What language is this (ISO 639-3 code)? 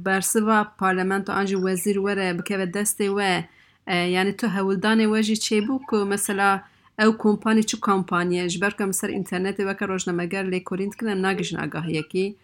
kur